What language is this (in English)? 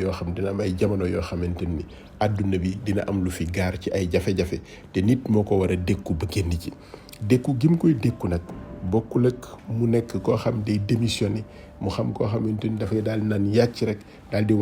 Wolof